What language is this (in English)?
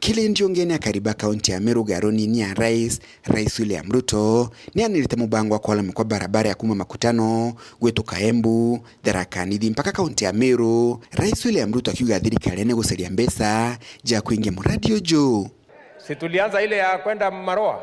Meru